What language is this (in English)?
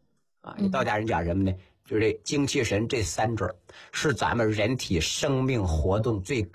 Chinese